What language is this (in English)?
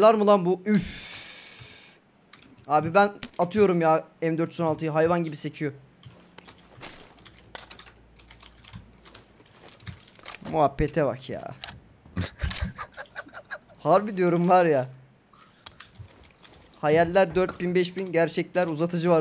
Turkish